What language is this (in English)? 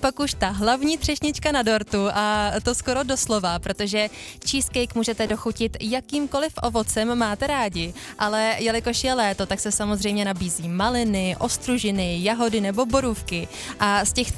Czech